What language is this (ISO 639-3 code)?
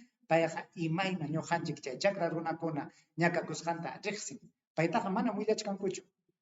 quy